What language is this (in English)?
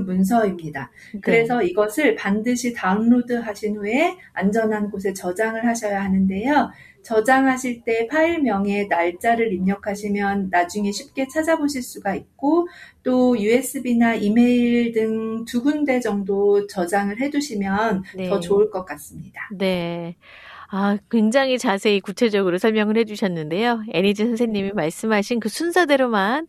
Korean